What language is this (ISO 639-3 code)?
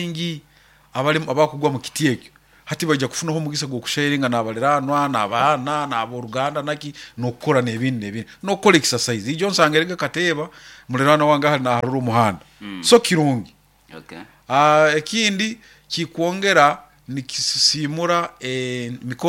nyo